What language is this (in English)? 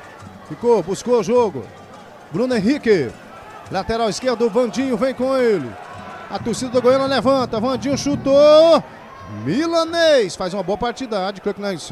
Portuguese